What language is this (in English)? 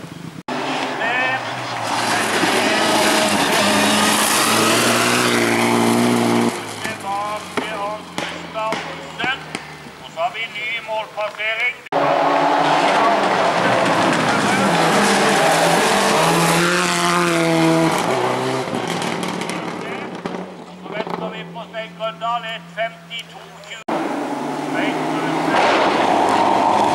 Norwegian